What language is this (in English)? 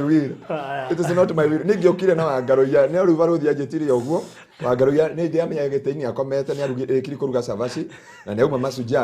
Kikuyu